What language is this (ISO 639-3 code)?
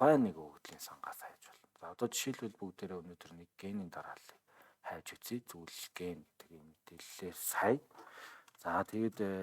mon